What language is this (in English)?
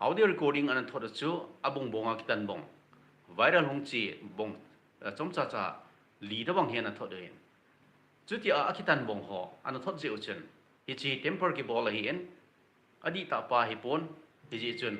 Thado Chin